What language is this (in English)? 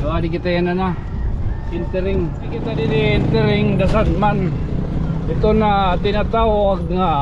Waray